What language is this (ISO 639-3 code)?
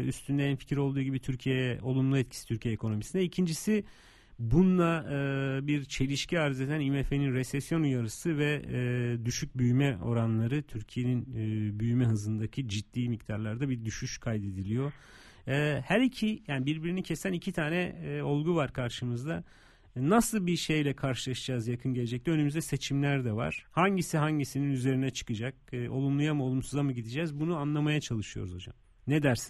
tur